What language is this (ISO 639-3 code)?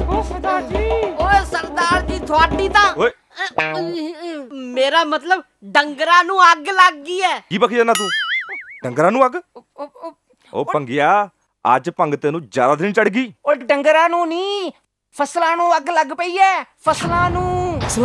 pan